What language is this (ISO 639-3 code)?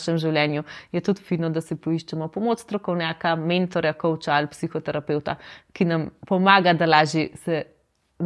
slv